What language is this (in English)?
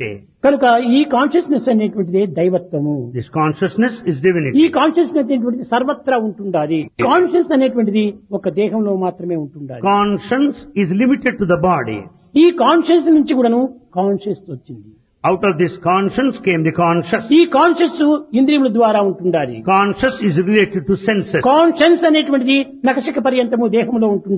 Telugu